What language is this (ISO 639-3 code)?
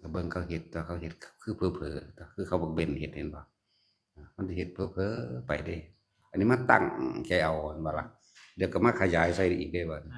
tts